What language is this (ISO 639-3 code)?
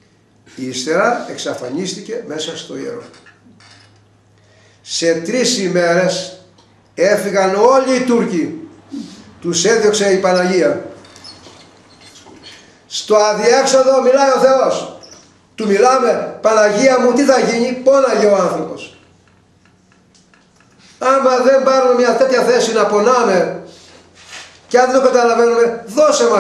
ell